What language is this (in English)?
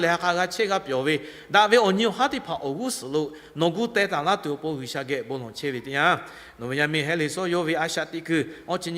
Lahu